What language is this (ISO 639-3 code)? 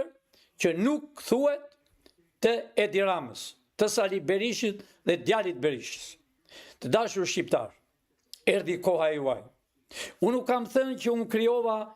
sqi